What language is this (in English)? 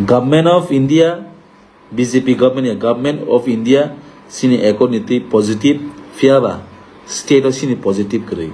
Kok Borok